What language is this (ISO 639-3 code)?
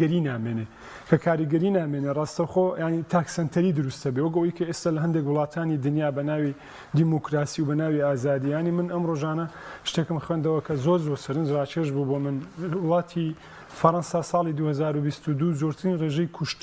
ckb